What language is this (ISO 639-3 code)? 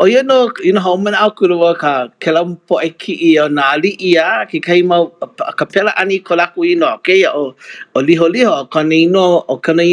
haw